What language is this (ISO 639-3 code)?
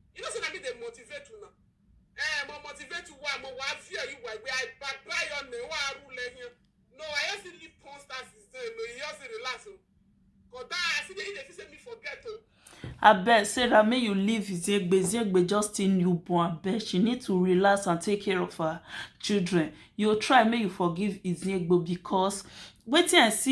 pcm